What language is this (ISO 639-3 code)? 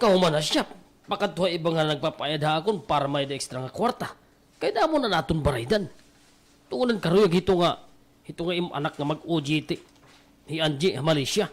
war